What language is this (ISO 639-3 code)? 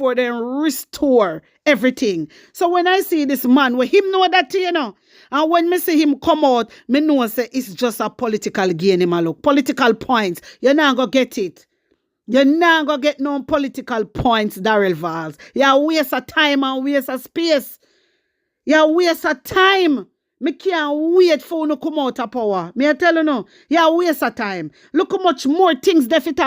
jam